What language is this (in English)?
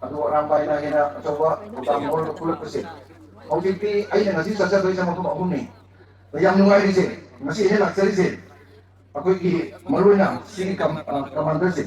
Manipuri